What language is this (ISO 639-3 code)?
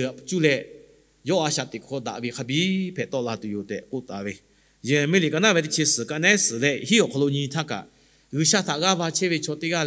lhu